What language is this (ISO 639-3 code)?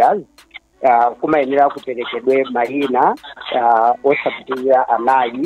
nya